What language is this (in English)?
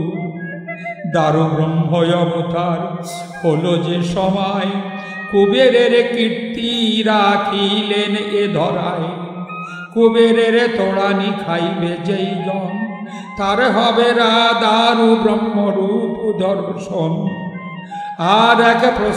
Bangla